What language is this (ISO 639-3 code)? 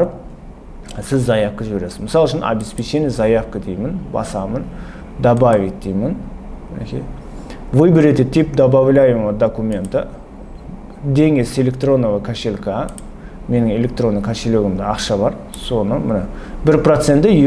kaz